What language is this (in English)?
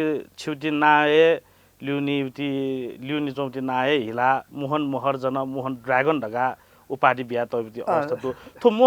Newari